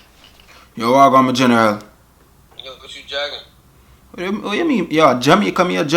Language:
Jamaican Creole English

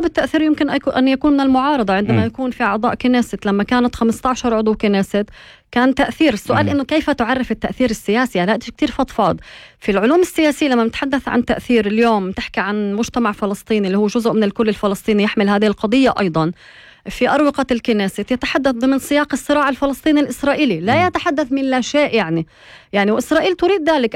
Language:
North Levantine Arabic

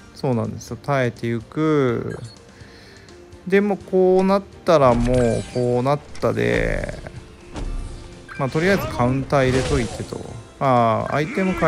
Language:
Japanese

